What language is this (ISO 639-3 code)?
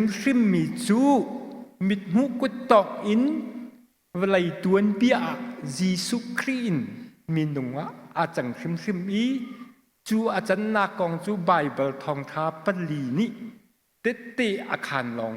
cnh